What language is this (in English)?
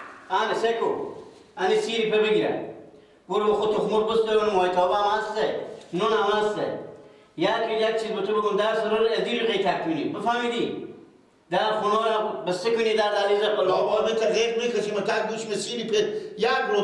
Persian